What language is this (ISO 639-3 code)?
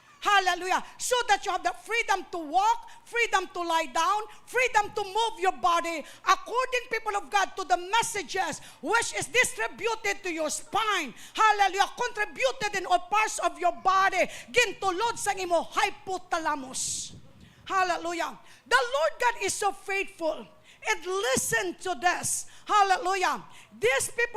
hil